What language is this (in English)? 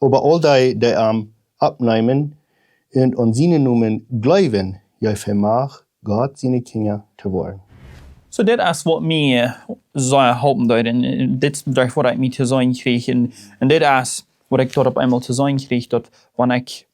Plautdietsch